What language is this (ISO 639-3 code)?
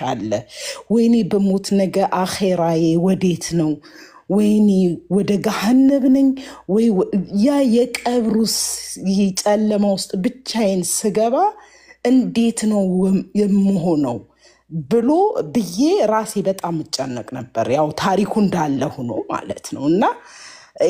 amh